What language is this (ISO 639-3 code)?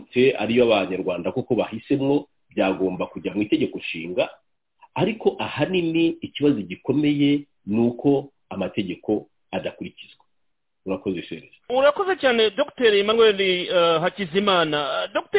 kin